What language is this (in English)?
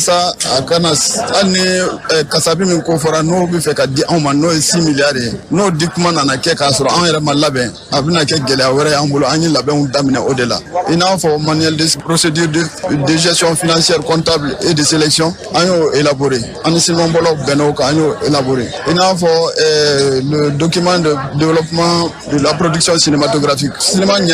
Bambara